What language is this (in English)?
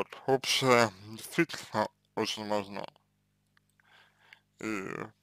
Russian